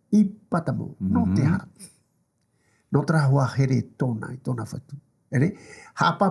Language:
Tahitian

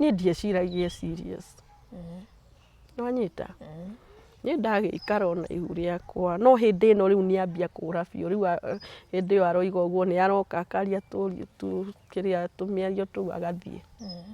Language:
Kikuyu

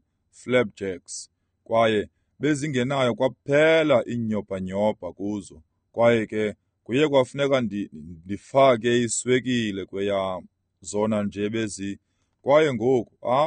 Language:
Xhosa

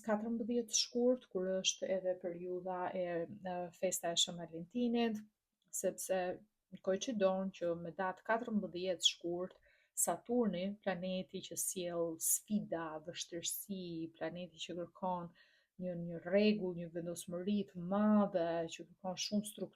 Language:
Albanian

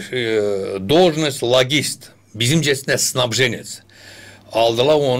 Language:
Gagauz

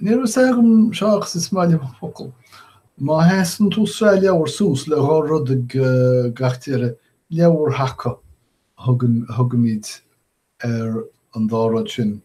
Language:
Irish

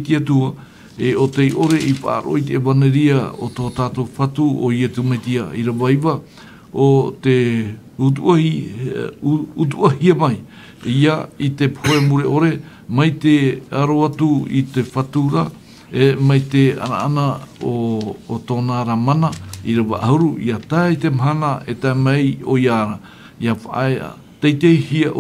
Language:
Tahitian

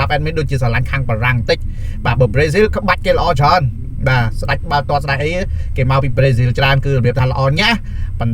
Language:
Khmer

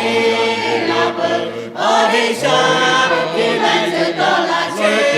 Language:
Lahu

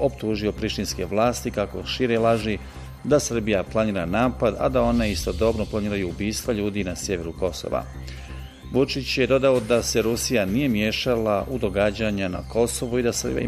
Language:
Bosnian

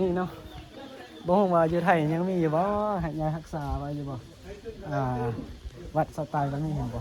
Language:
Northeastern Thai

